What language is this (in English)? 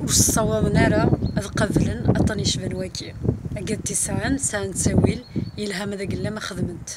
Kabyle